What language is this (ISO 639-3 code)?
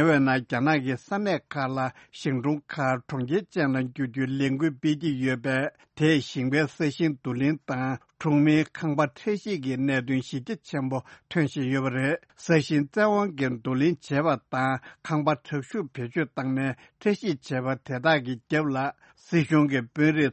bod